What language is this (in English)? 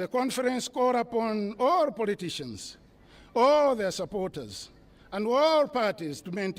English